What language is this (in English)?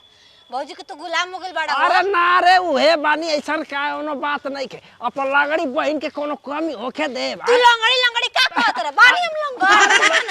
Bhojpuri